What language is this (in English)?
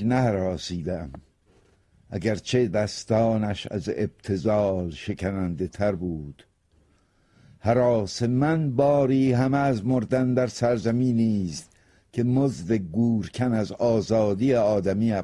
Persian